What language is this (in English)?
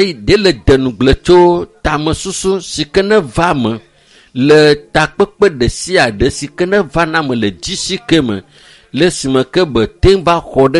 Ewe